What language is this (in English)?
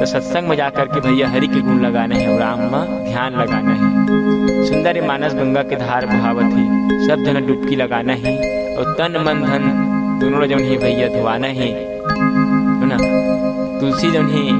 Chhattisgarhi